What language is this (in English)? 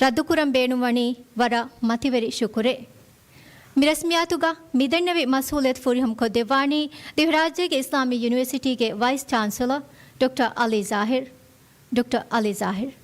Divehi